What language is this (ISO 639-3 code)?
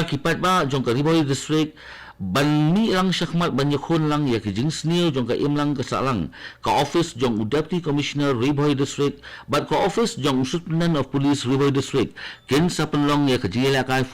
kha